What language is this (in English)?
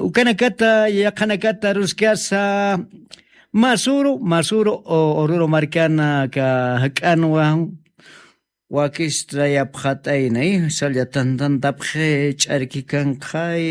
Aymara